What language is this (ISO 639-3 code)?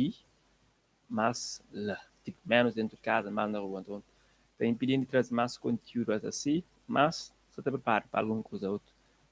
kea